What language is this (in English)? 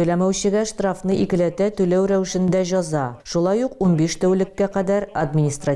Tatar